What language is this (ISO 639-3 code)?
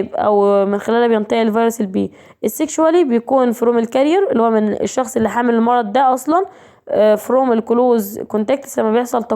arz